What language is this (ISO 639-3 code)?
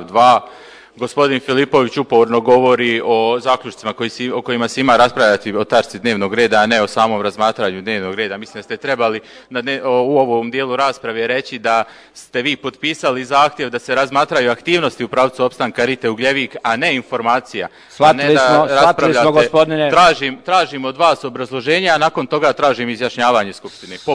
srp